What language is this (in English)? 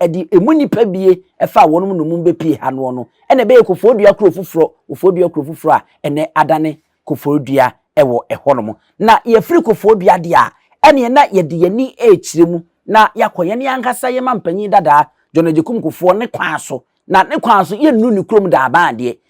Akan